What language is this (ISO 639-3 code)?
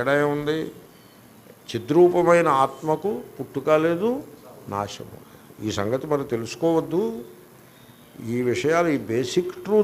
tel